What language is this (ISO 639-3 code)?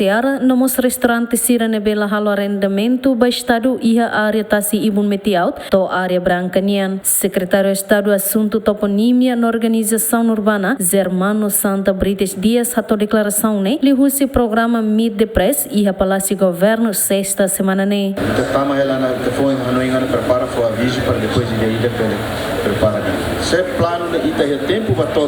tet